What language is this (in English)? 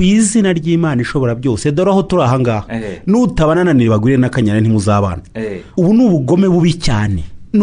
Kinyarwanda